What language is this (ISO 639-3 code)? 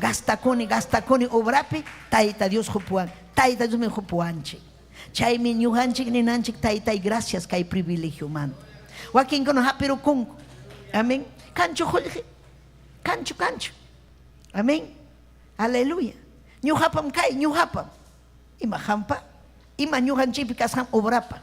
quy